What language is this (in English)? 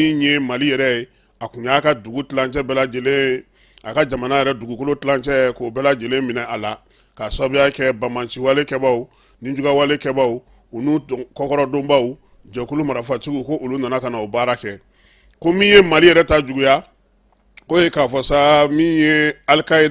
Bambara